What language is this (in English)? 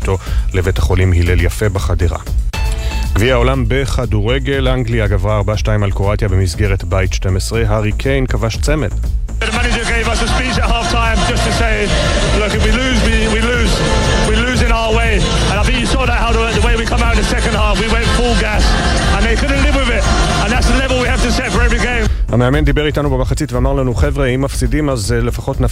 Hebrew